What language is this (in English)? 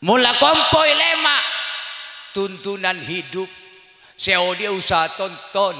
Madurese